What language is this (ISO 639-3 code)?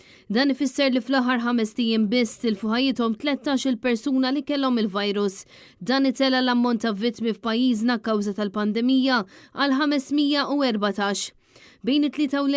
mlt